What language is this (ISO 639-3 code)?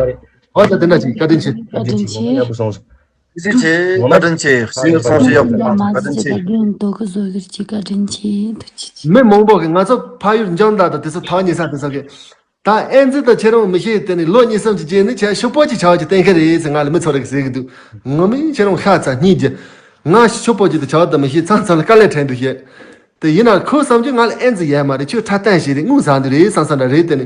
bod